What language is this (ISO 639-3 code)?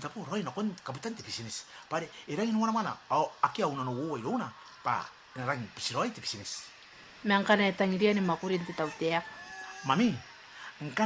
gil